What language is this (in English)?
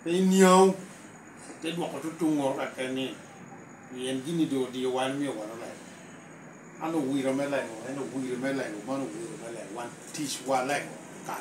Lango (Uganda)